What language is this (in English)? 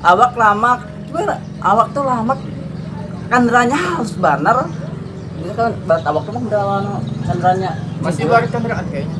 Banjar